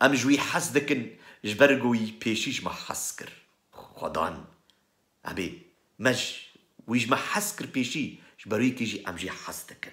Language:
Kurdish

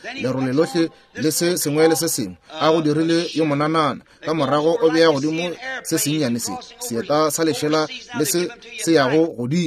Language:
Northern Sotho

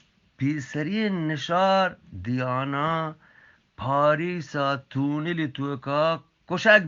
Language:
Eastern Balochi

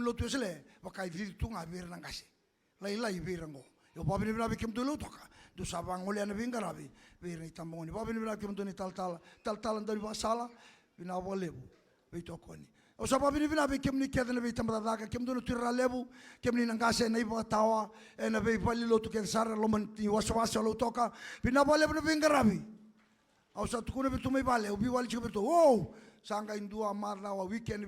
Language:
Fijian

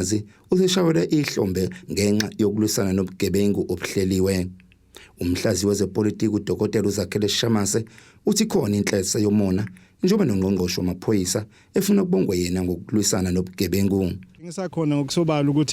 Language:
Zulu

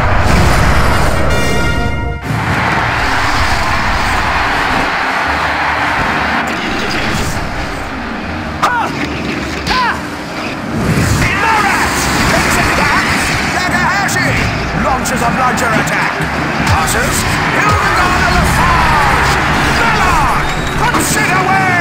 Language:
English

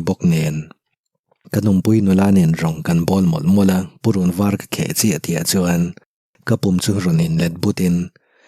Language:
Mizo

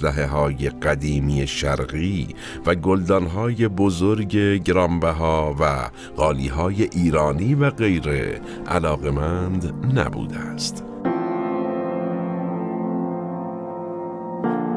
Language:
Persian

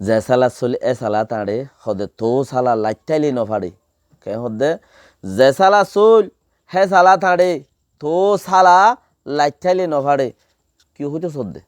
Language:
Rohingya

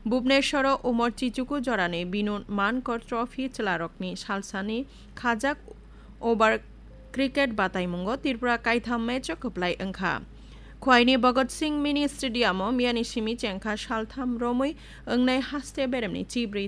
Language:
Kok Borok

